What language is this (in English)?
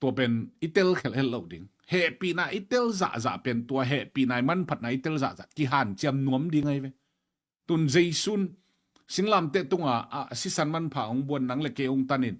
Tedim Chin